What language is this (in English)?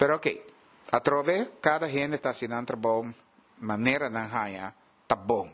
Papiamento